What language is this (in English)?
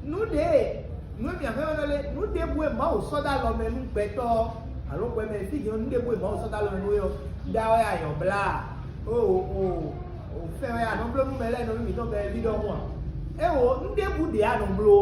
Fon